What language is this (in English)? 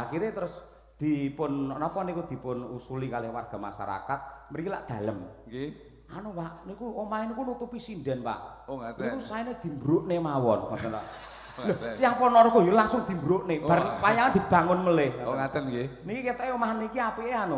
Javanese